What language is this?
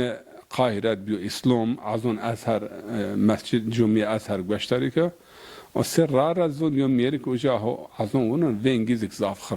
Zaza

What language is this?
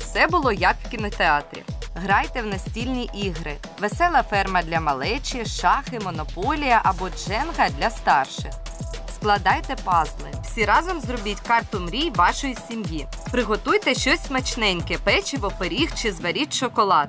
Ukrainian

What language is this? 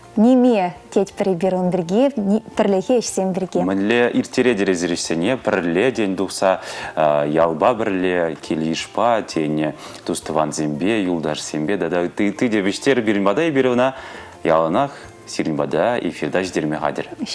Chuvash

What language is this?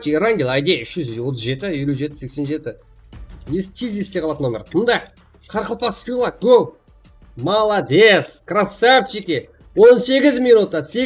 Kara-Kalpak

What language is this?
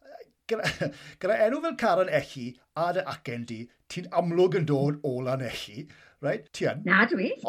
Welsh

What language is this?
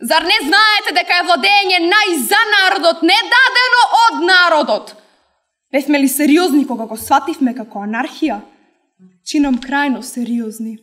Macedonian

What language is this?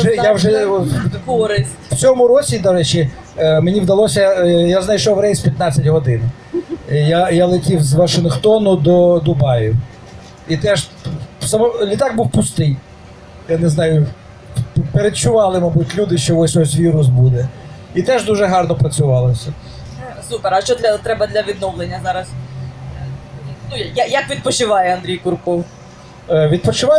Ukrainian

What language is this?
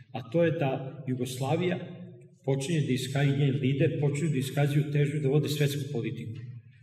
Serbian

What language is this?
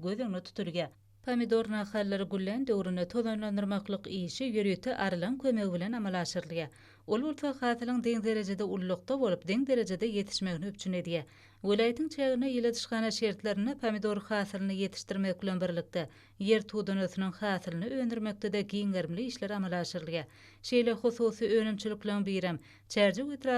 Turkmen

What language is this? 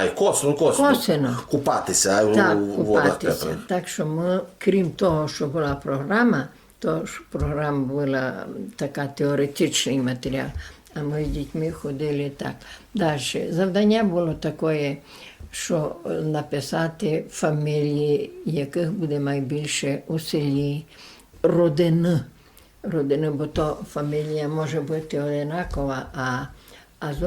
Rusyn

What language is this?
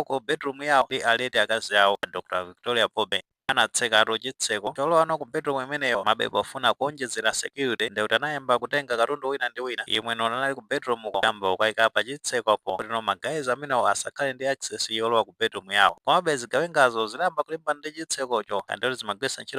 Nyanja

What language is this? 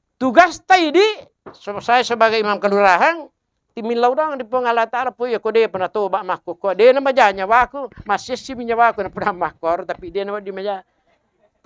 Buginese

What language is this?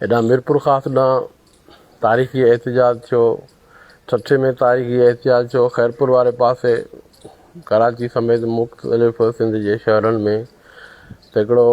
Sindhi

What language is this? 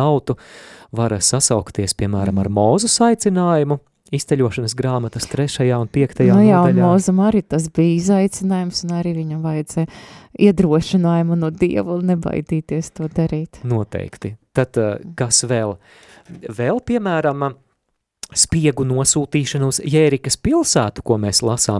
Latvian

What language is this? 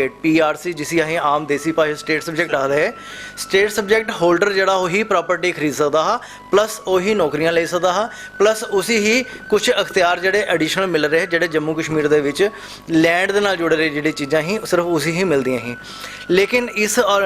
Dogri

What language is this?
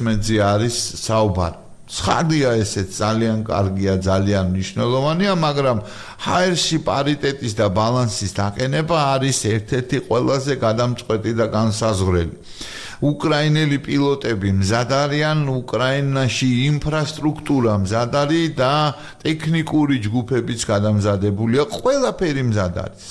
Georgian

